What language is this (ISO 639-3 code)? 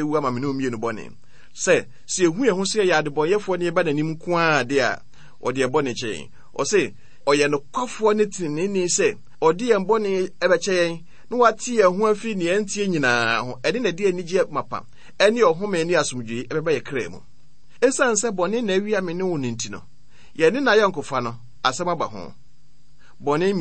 aka